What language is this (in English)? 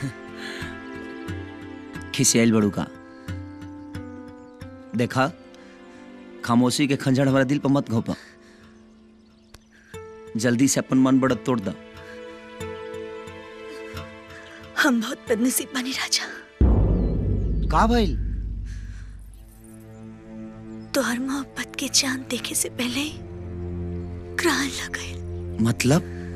Bhojpuri